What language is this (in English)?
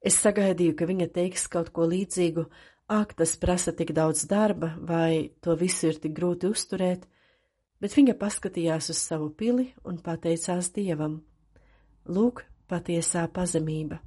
Latvian